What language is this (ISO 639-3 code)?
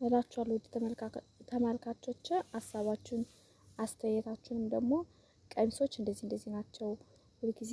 amh